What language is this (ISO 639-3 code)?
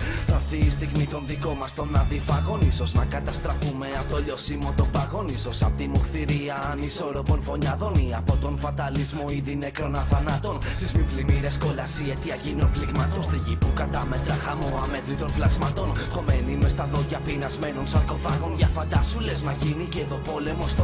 ell